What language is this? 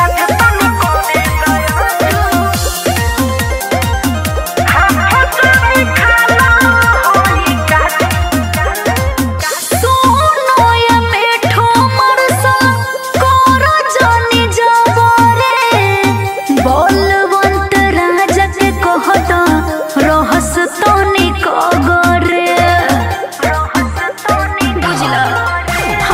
Bhojpuri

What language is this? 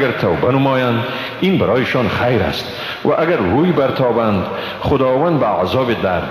Persian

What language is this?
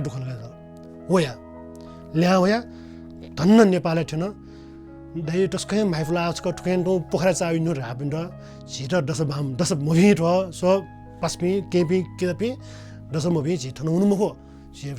Newari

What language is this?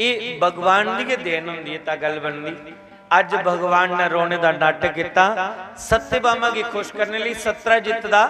Dogri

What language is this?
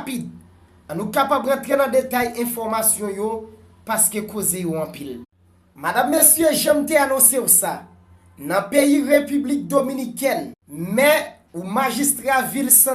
Haitian Creole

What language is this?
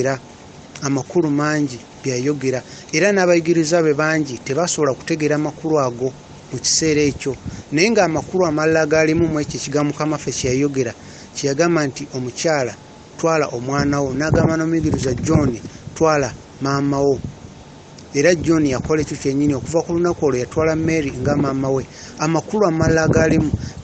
Ganda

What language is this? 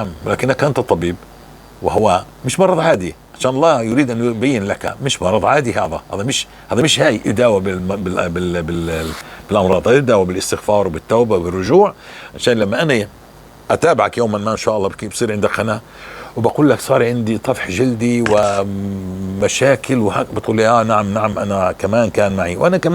North Levantine Arabic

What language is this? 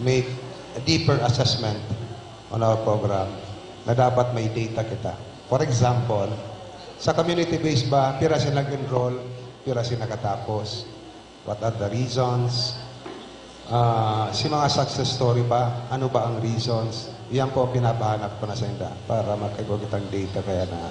Bikol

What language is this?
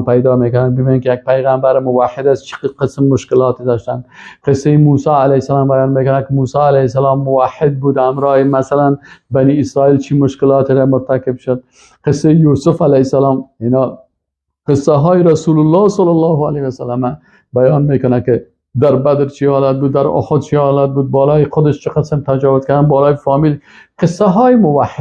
Persian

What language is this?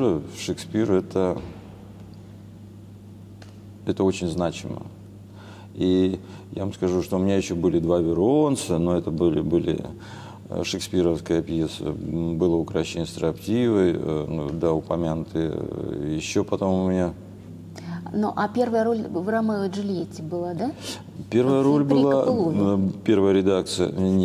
Russian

